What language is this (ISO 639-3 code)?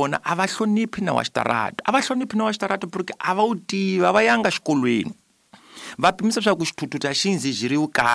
tso